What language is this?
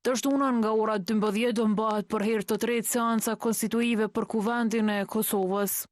Albanian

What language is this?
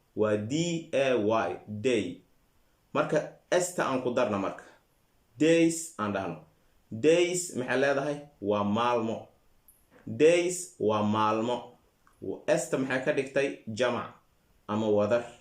Somali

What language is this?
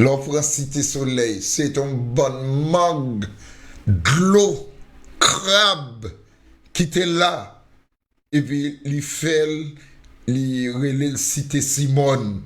Haitian Creole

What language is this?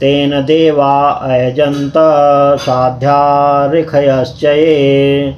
Sanskrit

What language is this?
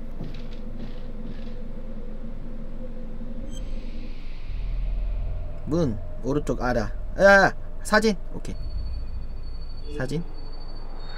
Korean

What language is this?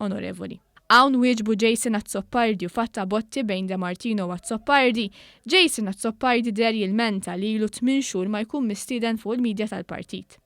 Maltese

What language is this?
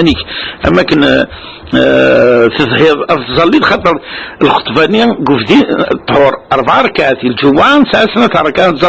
Kabyle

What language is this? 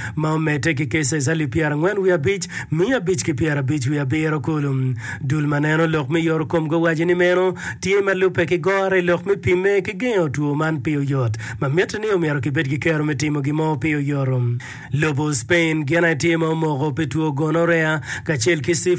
Acoli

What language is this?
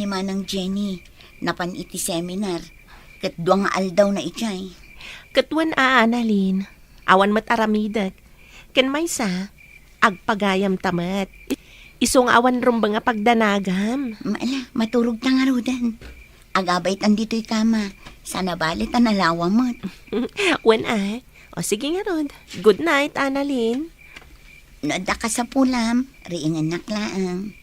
Iloko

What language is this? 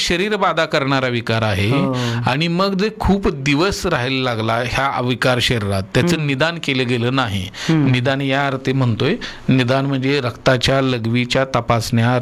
Marathi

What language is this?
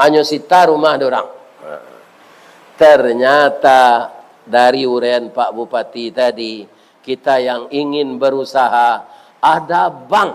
Minangkabau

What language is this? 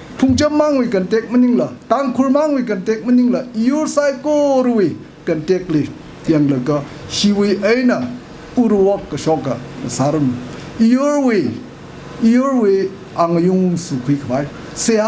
Tangkhul Naga (India)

